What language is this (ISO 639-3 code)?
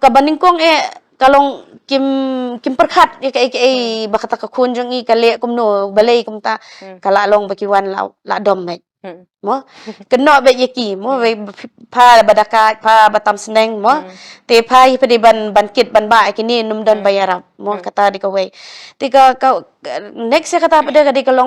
kha